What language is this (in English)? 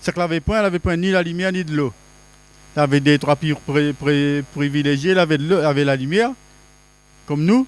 Réunion Creole French